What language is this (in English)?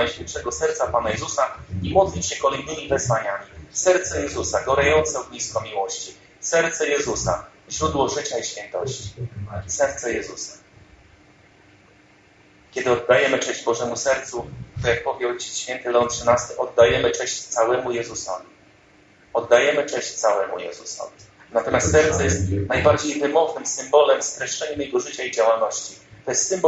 Polish